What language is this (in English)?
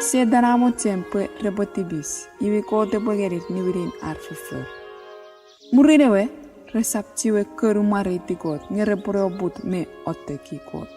Chuukese